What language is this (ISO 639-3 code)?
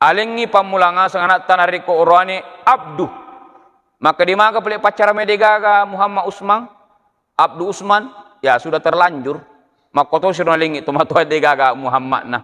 bug